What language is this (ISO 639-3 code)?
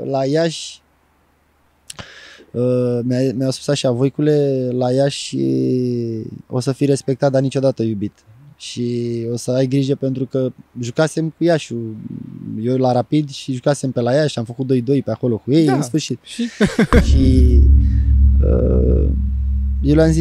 ron